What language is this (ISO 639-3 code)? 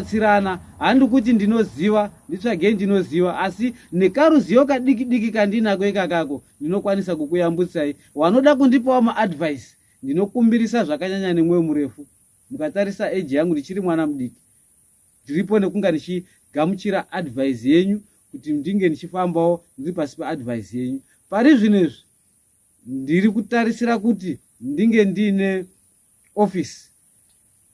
sna